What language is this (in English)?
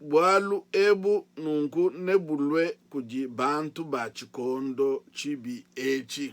Luba-Lulua